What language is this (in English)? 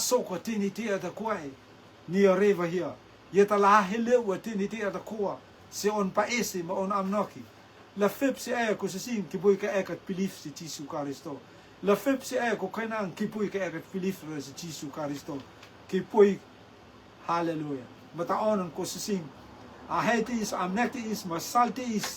Rotuman